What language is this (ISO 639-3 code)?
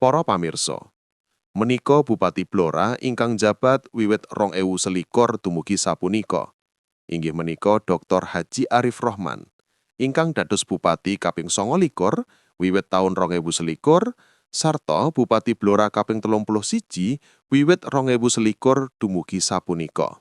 jav